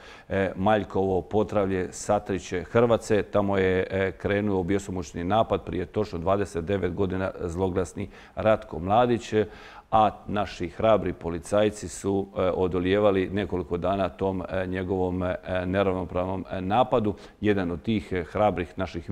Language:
Croatian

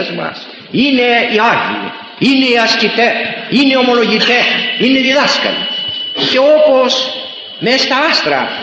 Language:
Greek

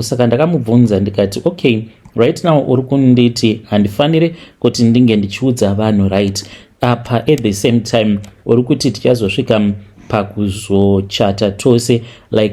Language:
Shona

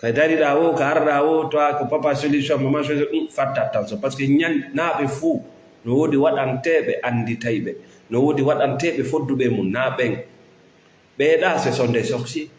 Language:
Fula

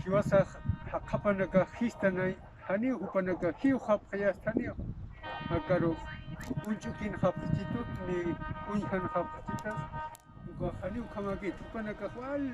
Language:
Aymara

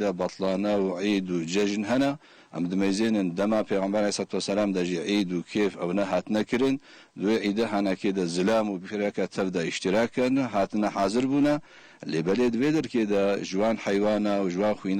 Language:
Kurdish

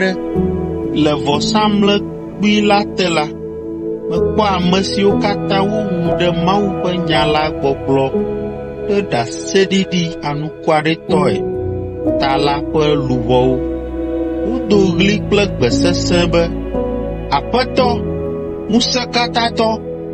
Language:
Ewe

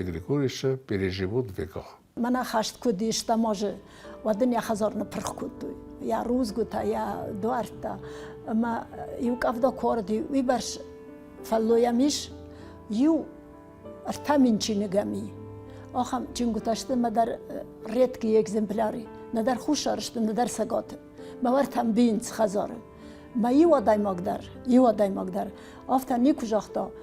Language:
Ossetic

